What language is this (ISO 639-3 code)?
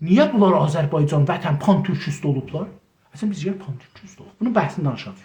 azb